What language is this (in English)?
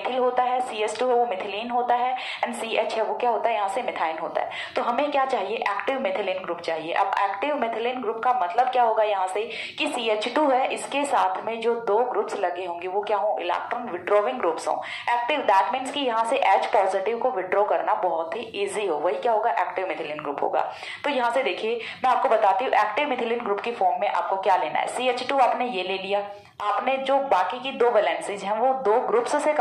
Hindi